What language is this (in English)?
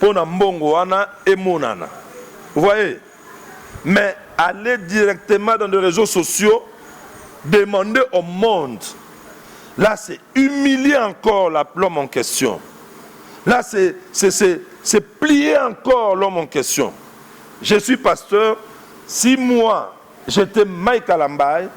Lingala